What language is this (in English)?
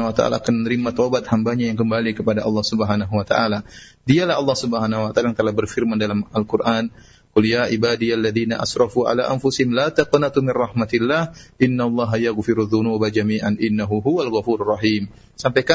Indonesian